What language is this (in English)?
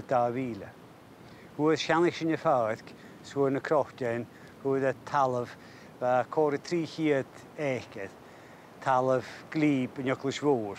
Scottish Gaelic